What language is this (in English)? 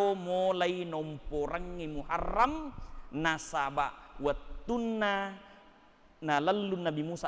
Buginese